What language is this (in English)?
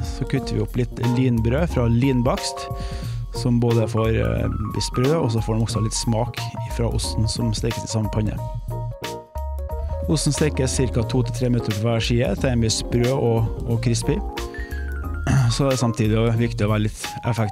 Norwegian